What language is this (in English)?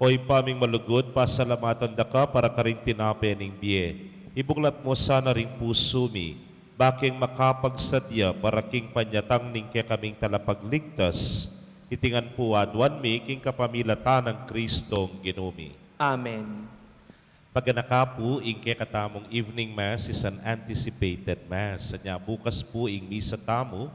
Pampanga